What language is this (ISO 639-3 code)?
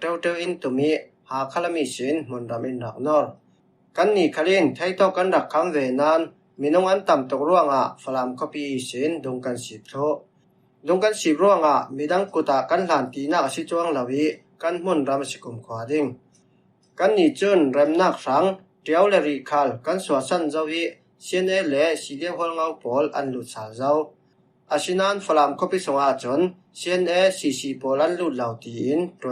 cfm